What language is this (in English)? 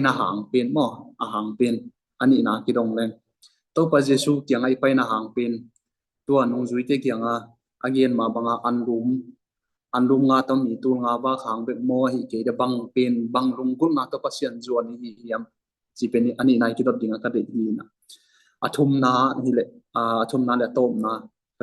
Tedim Chin